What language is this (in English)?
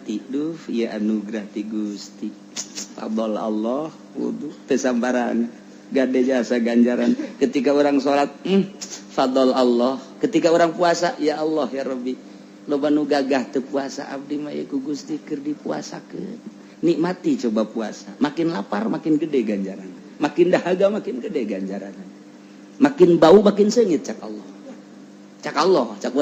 Sundanese